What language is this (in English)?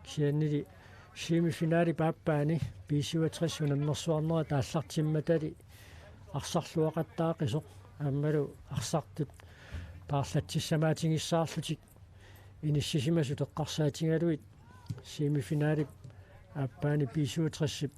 Kalaallisut